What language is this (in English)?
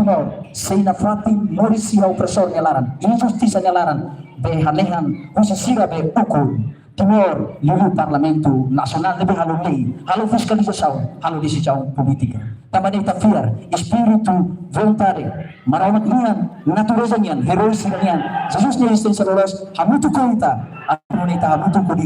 Tetum